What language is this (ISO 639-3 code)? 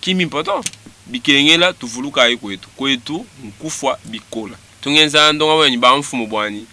lua